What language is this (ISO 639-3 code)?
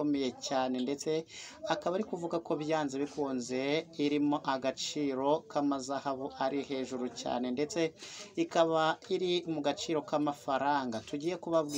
kin